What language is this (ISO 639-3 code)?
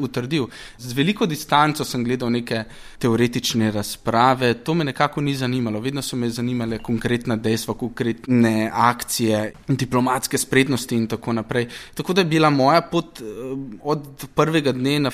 slv